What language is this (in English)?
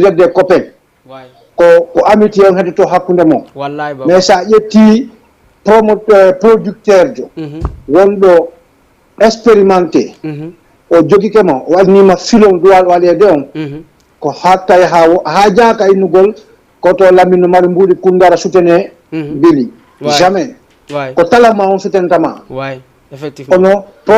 Fula